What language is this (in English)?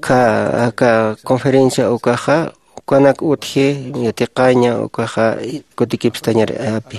Aymara